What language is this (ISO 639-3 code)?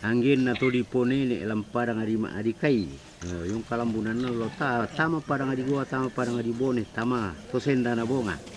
sda